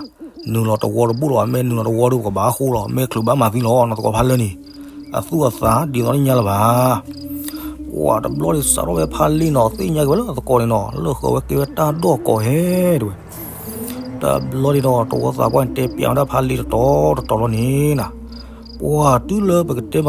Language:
S'gaw Karen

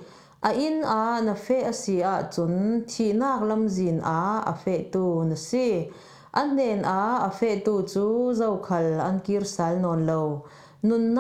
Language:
Falam Chin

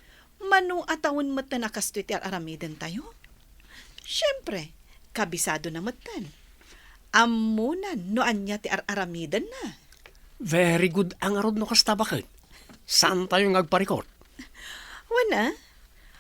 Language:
Iloko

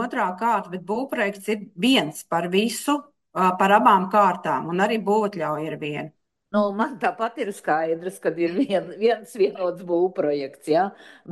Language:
Latvian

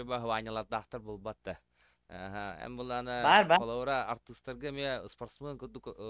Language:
Yakut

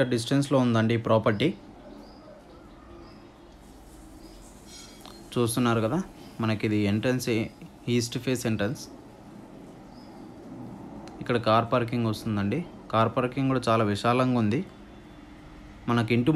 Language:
Telugu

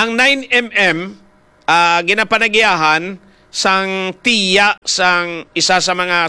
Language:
Hiligaynon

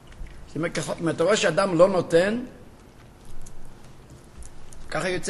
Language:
Hebrew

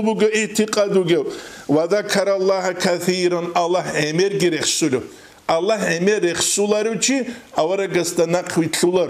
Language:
Avaric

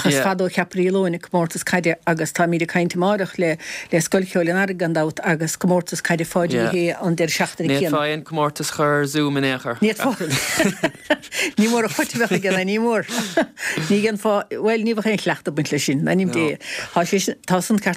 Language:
Irish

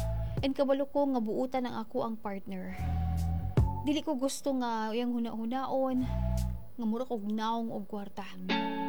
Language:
Cebuano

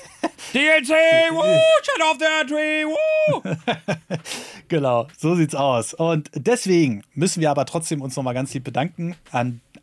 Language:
German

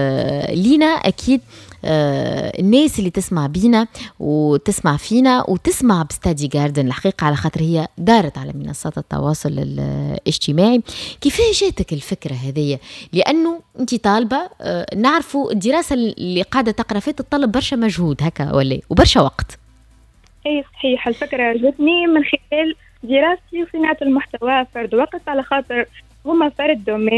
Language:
Tunisian Arabic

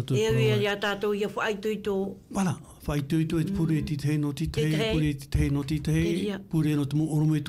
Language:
Tahitian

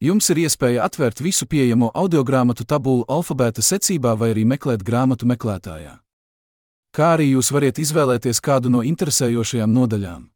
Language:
Latvian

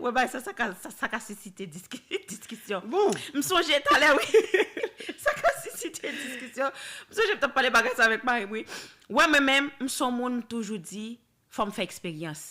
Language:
Haitian Creole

